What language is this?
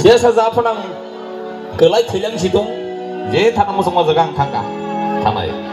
Kok Borok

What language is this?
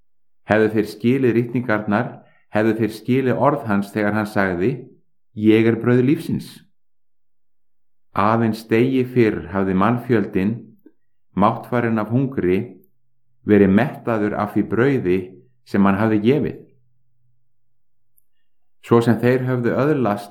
Icelandic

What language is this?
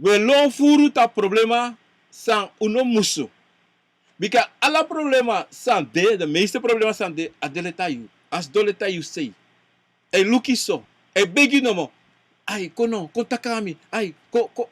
Sranan Tongo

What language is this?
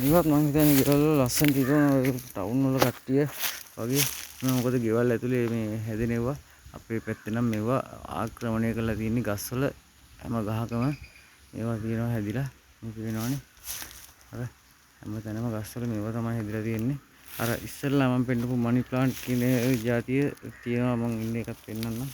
Sinhala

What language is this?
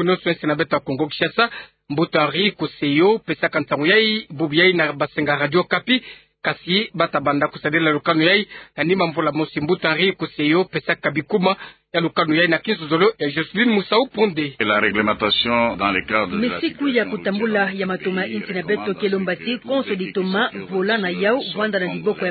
Kituba (Democratic Republic of Congo)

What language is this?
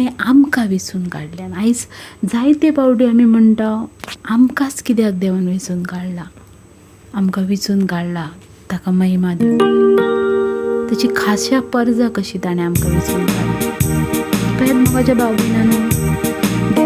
Konkani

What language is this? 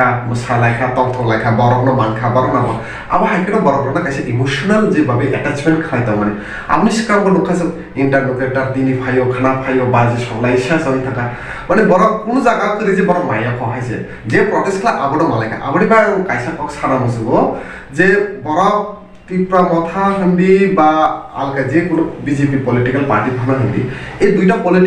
Kok Borok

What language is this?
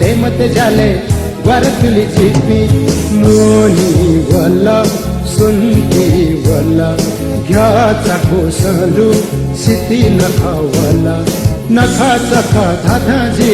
Newari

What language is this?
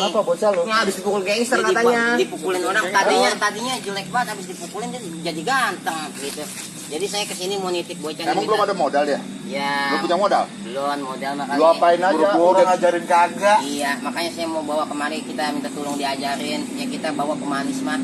Betawi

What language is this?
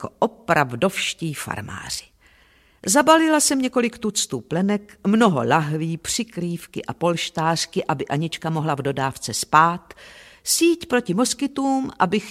Czech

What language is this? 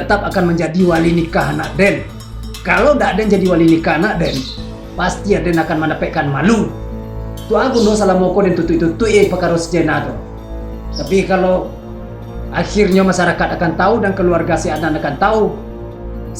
Minangkabau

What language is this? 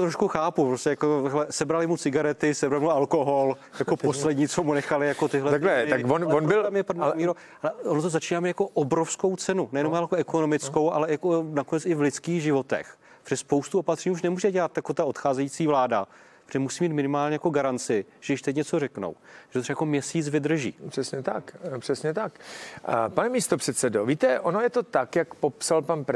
Czech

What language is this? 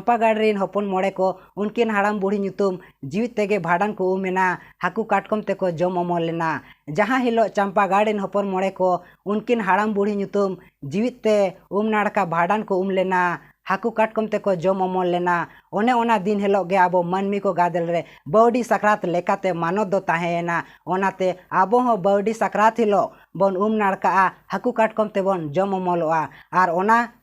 Santali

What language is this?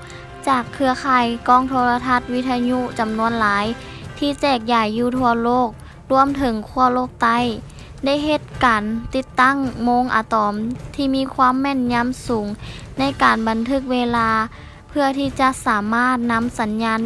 Lao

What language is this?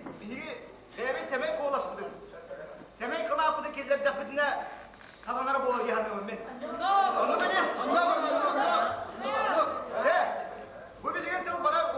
Yakut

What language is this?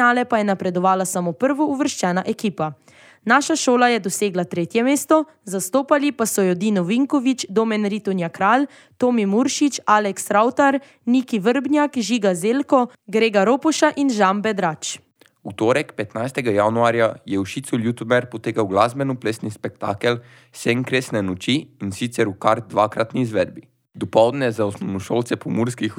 Slovenian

